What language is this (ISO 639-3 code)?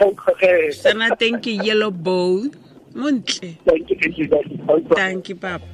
tsn